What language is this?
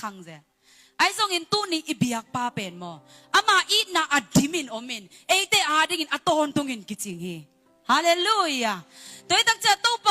Tedim Chin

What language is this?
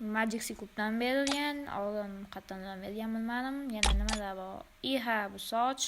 Uzbek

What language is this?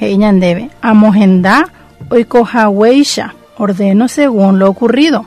Guarani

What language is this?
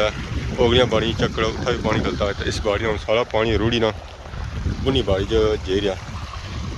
Pahari-Potwari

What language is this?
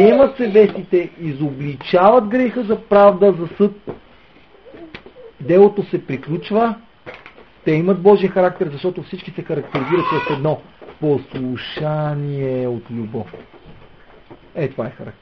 Bulgarian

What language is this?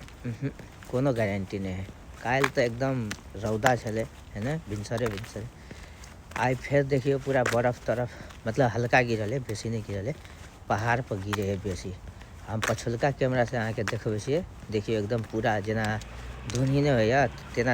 Maithili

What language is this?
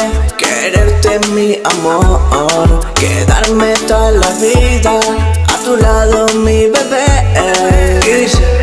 Spanish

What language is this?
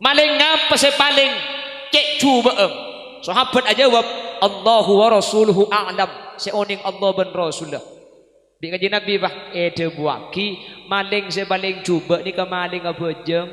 Madurese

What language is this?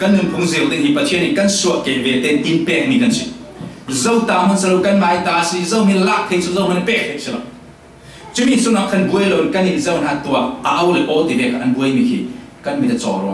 Falam Chin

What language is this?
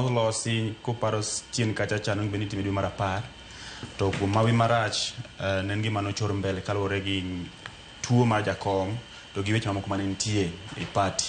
Luo (Kenya and Tanzania)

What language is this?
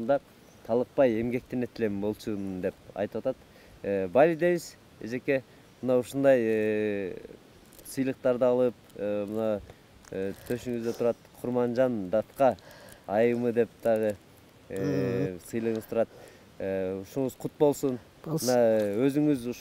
Kyrgyz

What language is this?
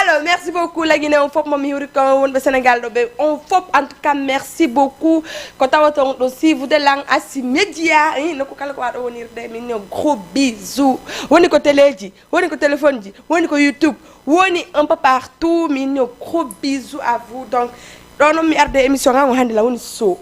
Fula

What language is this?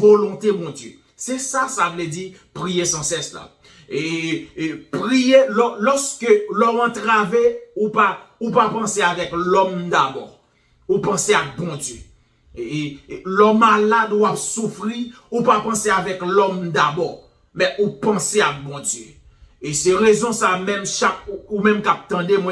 Haitian Creole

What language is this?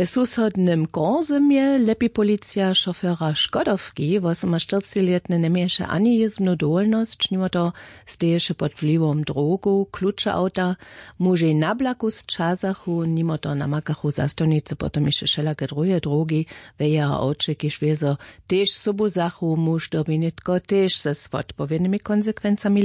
Upper Sorbian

